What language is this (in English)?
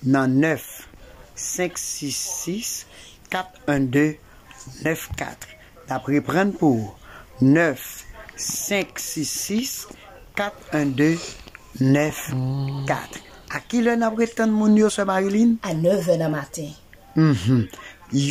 Haitian Creole